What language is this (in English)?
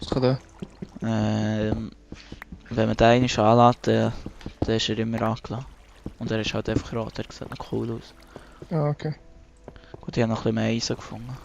Swiss German